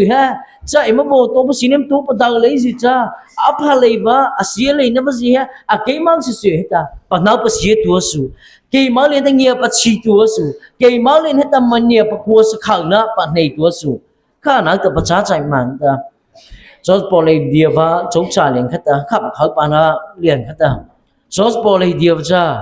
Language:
Mara Chin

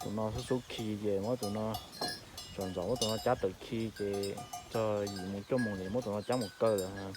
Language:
Hmong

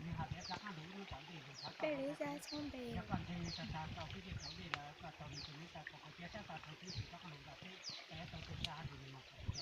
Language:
Hmong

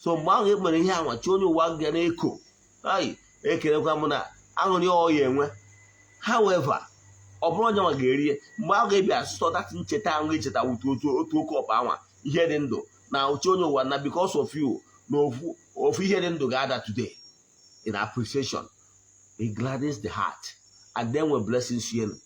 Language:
Igbo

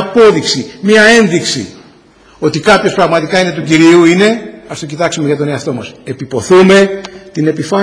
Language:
Greek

